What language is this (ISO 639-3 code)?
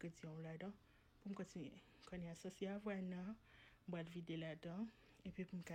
hat